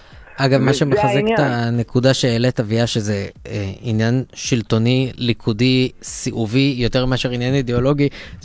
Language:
Hebrew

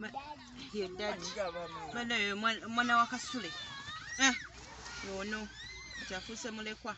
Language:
Ganda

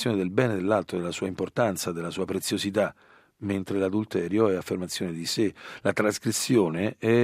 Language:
Italian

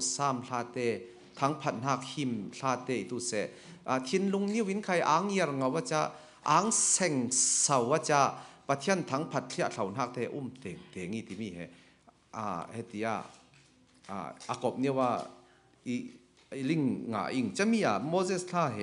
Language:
Falam Chin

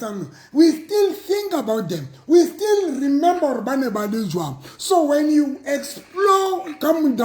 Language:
Southern Sotho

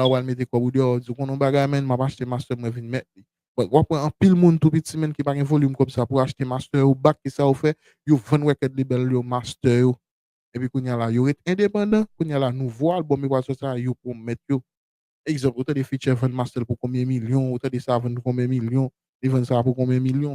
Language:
Haitian Creole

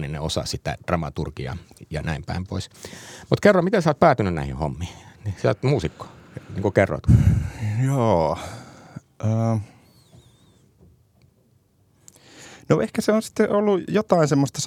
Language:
Finnish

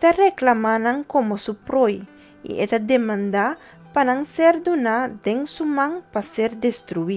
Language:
Papiamento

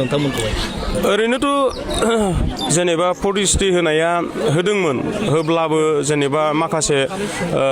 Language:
Bodo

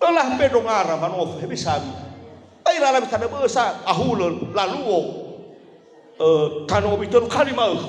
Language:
Nias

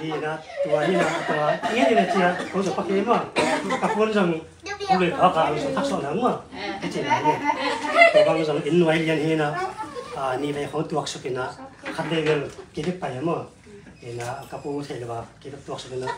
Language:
Tedim Chin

